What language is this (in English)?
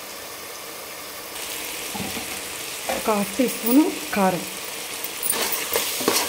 Telugu